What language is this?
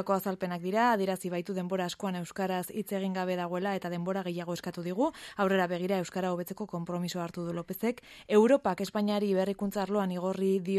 Basque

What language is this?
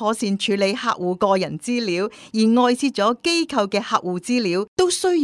Cantonese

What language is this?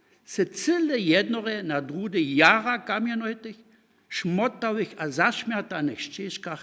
Upper Sorbian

